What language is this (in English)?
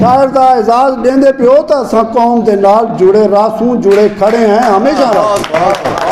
Saraiki